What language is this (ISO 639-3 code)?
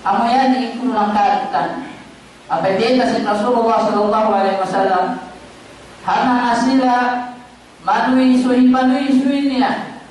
tsg